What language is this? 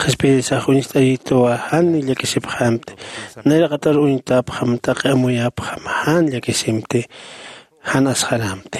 Aymara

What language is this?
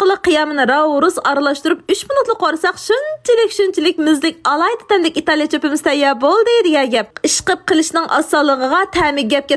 Uyghur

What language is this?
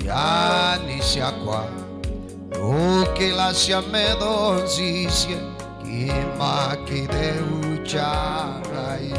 Kamba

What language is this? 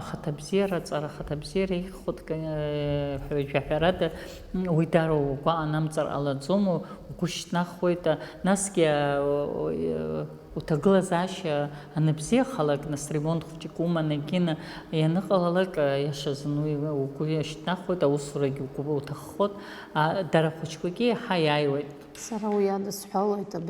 Abkhazian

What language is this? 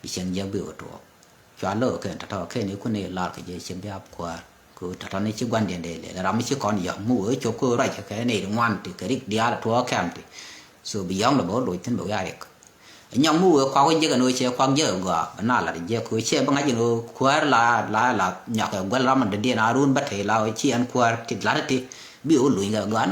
Nuer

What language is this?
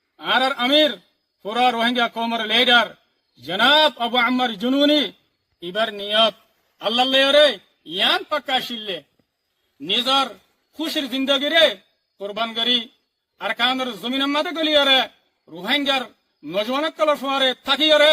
Rohingya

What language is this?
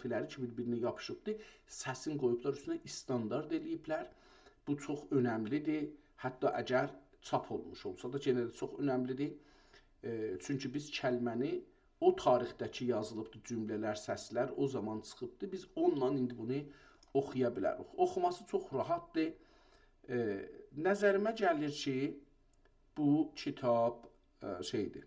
South Azerbaijani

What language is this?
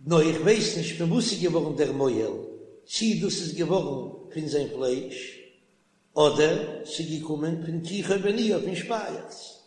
Yiddish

